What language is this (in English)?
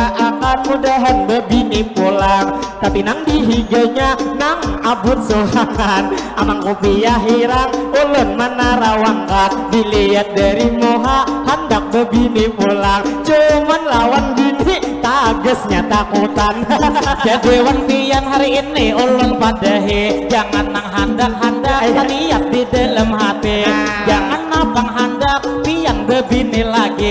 Banjar